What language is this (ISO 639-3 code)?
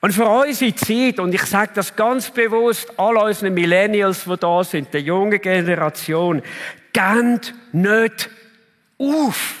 gsw